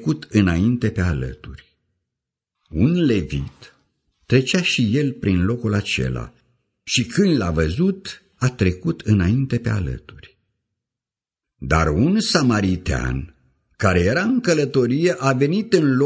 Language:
Romanian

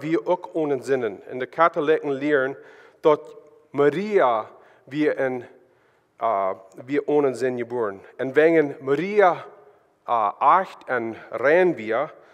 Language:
Plautdietsch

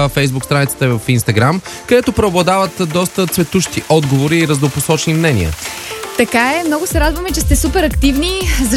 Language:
Bulgarian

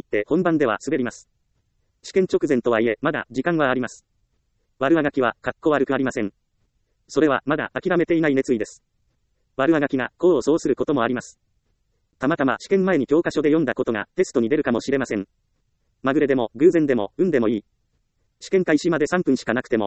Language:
Japanese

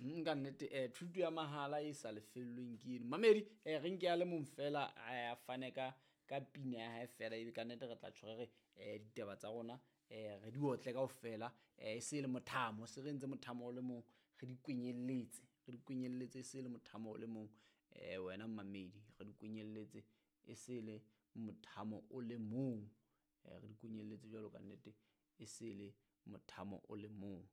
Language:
Southern Sotho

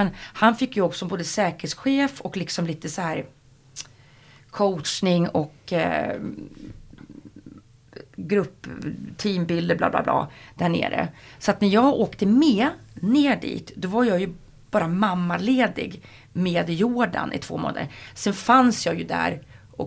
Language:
Swedish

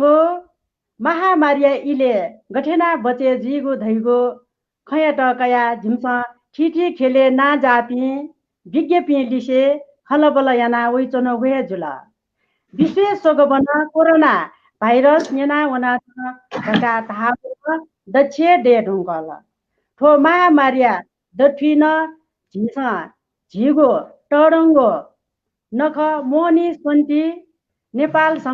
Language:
Newari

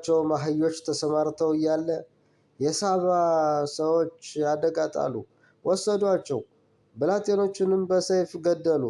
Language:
Amharic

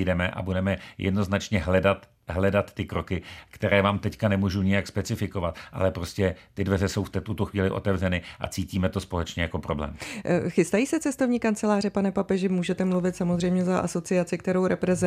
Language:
Czech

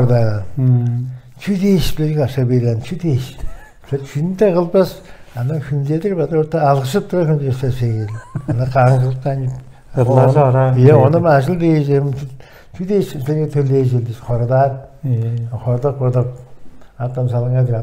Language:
Tuvinian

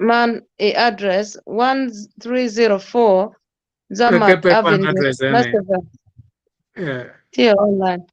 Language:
Acoli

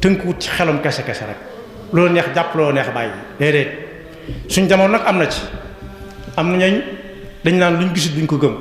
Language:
Wolof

